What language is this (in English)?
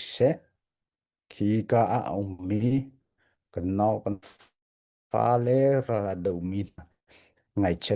Hakha Chin